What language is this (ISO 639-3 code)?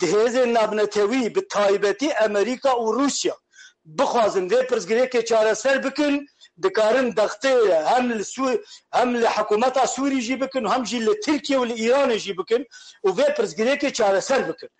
kur